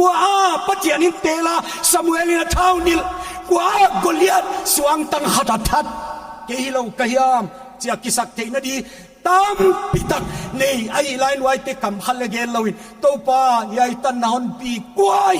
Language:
Paite Chin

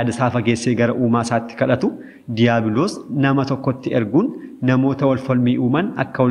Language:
Oromo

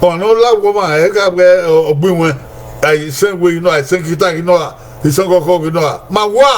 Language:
Bini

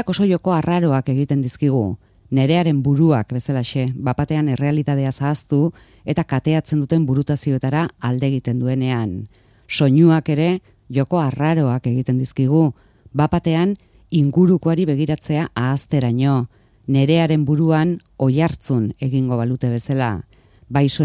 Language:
Basque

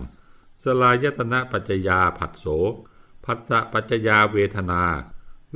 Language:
Thai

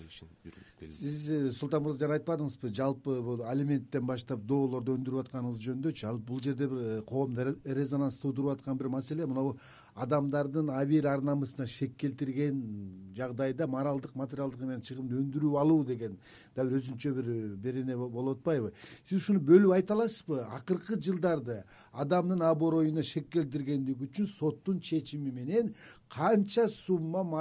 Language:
Kyrgyz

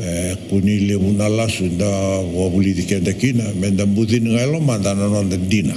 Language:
Fijian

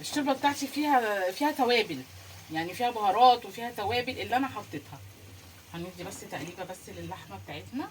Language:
Egyptian Arabic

